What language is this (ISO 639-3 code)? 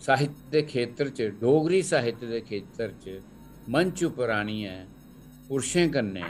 doi